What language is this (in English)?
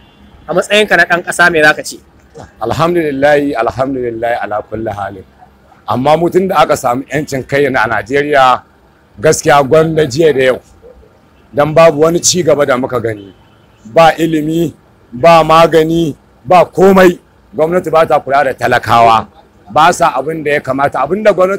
Hausa